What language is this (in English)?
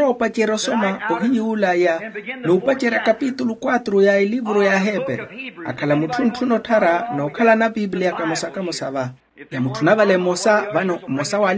Makhuwa